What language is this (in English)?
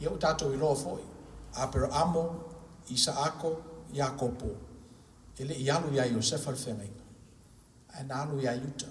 Samoan